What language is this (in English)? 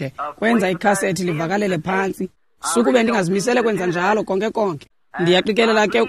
Xhosa